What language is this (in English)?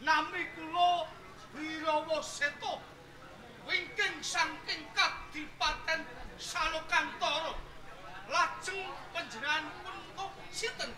Javanese